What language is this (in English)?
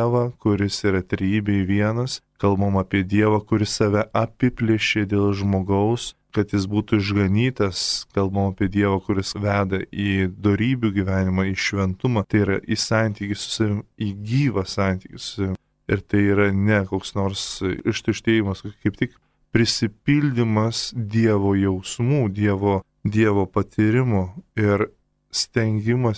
Lithuanian